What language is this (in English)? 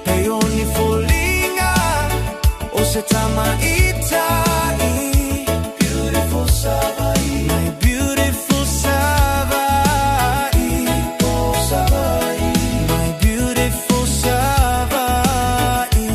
Samoan